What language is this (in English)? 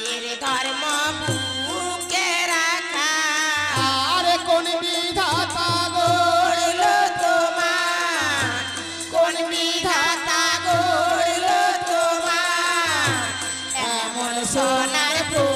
Bangla